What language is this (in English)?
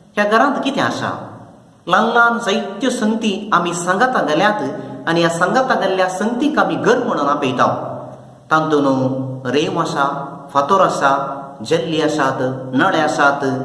Konkani